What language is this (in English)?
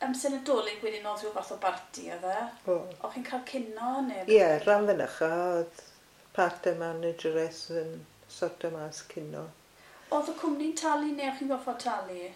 Welsh